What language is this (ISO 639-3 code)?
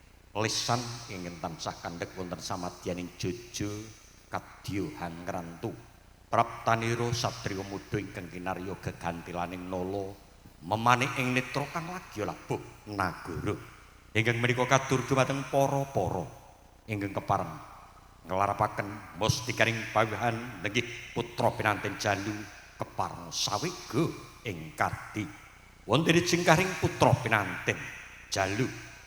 jav